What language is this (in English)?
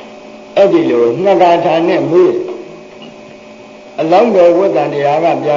Burmese